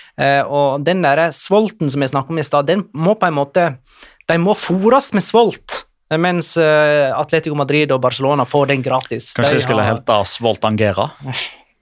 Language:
Norwegian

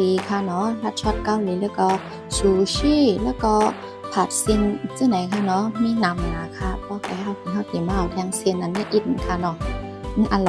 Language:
Shan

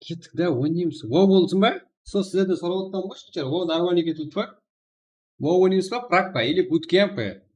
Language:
Kara-Kalpak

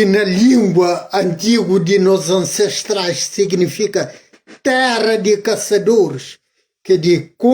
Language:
Kabuverdianu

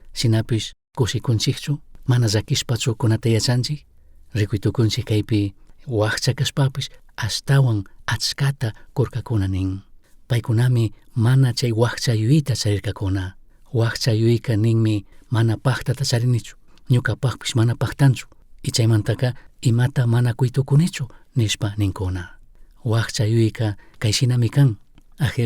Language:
Chimborazo Highland Quichua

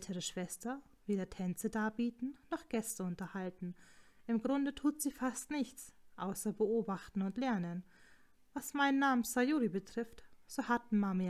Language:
German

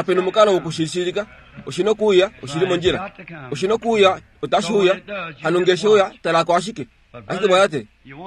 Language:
Kuanyama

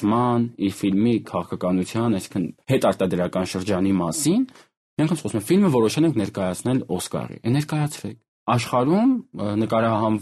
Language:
Armenian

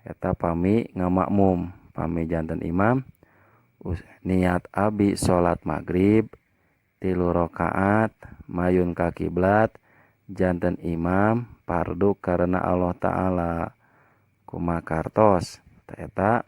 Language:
Sundanese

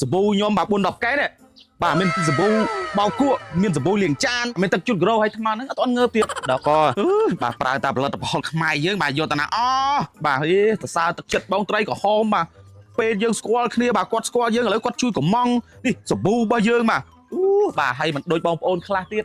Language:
Khmer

